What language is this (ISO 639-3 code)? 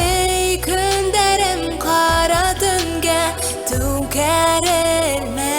bak